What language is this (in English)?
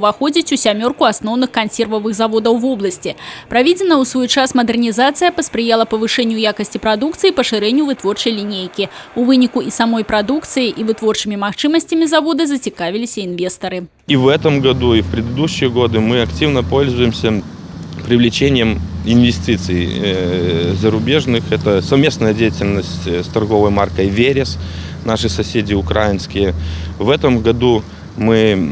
Belarusian